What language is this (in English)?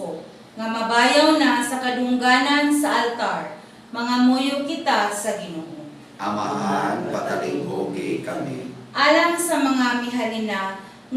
Cebuano